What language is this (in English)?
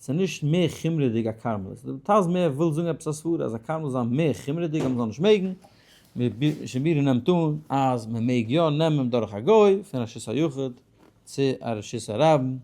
Yiddish